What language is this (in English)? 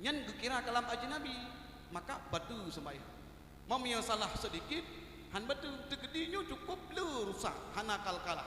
Achinese